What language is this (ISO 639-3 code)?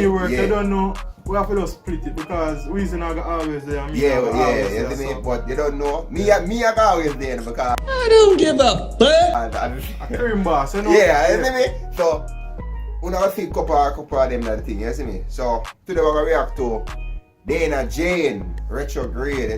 jam